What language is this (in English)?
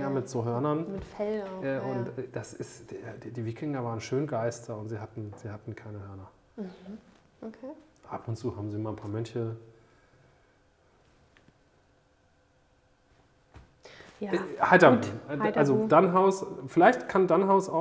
German